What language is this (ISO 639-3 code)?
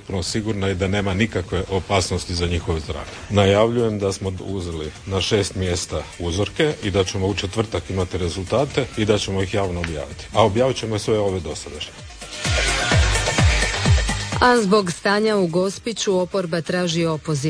hrv